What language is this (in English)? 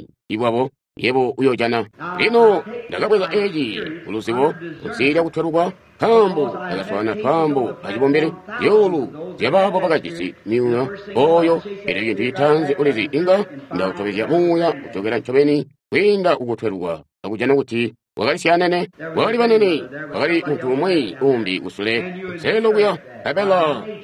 Tonga (Zambia)